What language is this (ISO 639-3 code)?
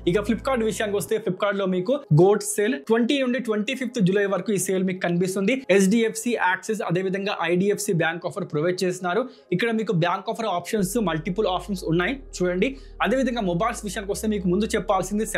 tel